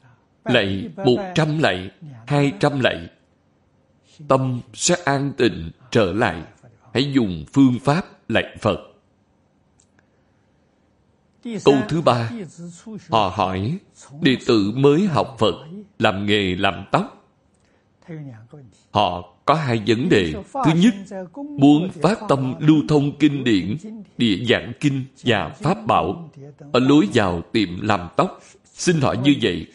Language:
Vietnamese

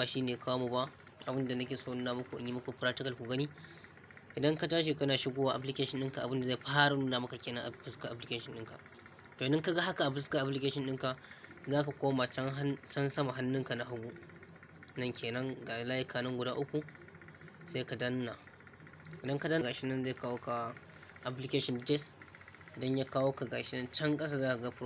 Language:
Hausa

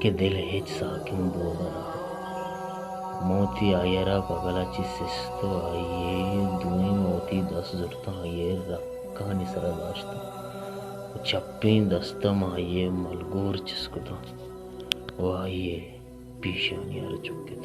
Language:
Baluchi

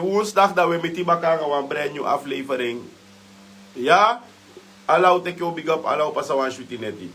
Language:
Sranan Tongo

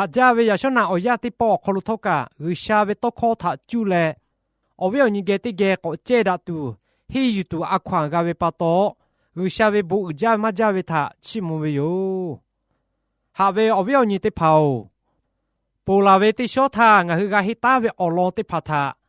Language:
Lahu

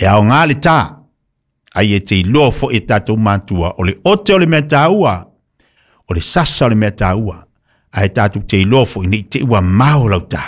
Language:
Samoan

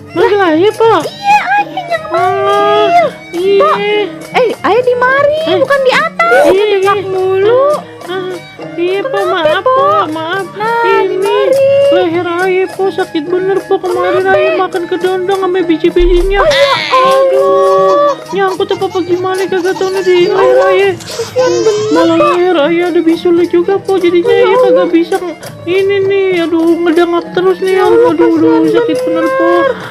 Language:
Betawi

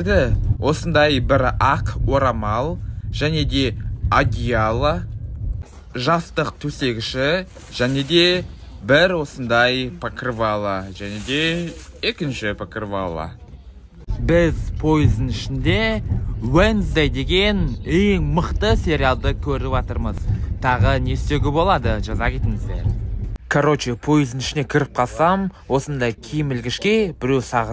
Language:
Kazakh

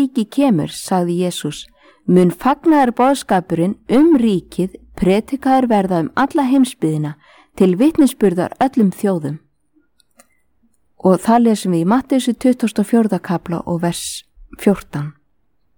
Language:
Icelandic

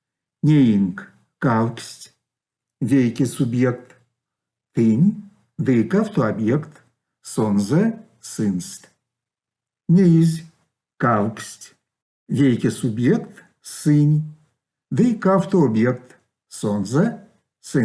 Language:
Erzya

